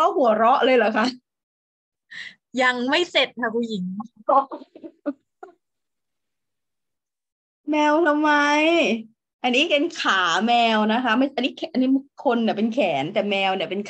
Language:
Thai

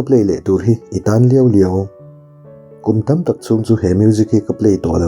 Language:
Mizo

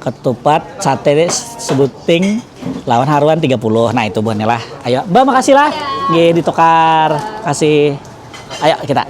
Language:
Banjar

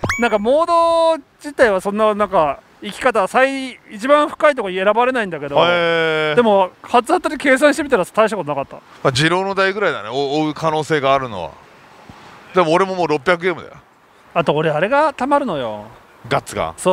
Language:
Japanese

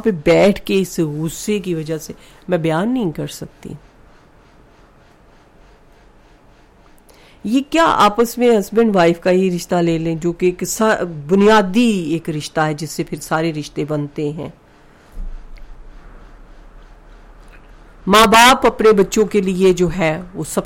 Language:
Urdu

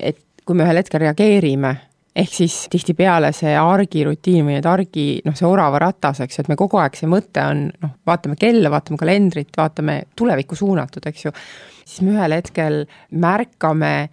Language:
Estonian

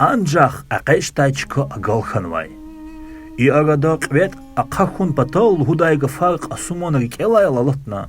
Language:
Lezghian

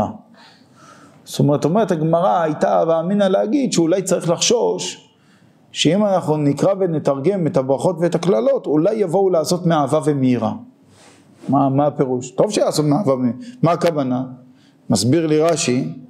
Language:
Hebrew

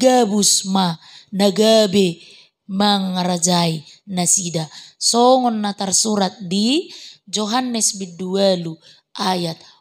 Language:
Batak Toba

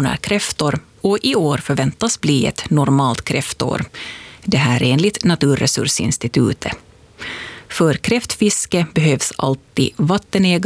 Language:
Swedish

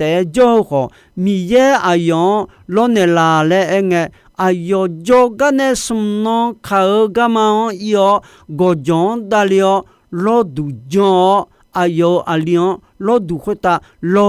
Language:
Akha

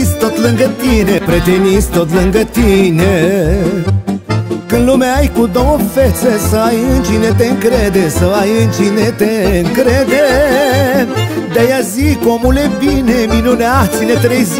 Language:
Romanian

